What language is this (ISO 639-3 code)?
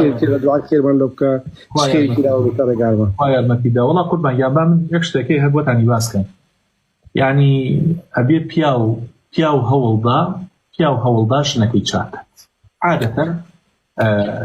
ckb